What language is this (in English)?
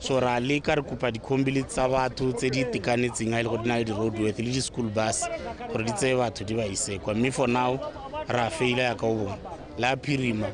Tswana